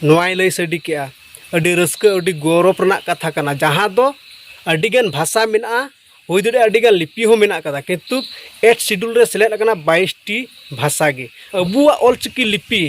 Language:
Santali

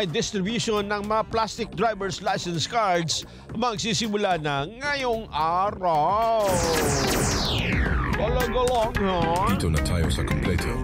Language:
Filipino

